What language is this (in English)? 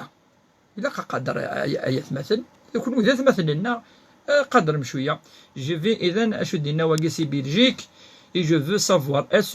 Kabyle